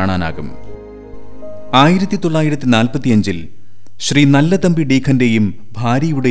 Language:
Malayalam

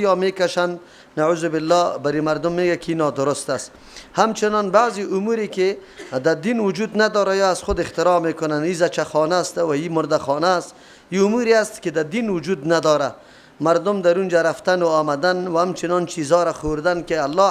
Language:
Persian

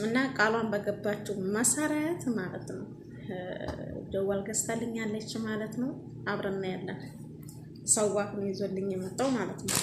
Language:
Amharic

